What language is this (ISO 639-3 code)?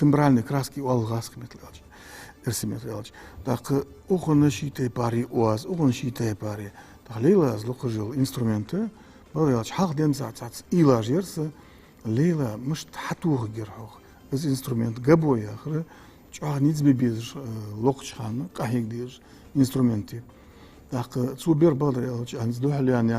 inh